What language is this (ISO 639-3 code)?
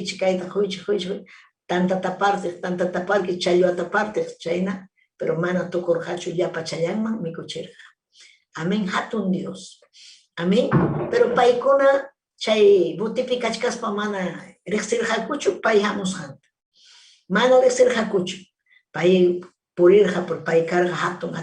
quy